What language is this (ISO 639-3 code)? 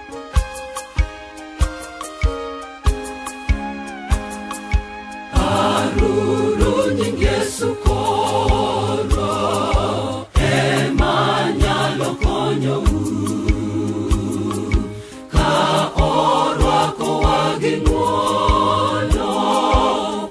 luo